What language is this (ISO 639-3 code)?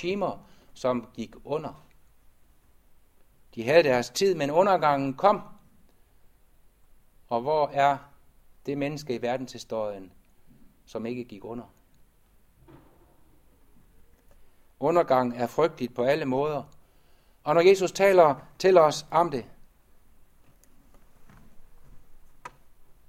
dan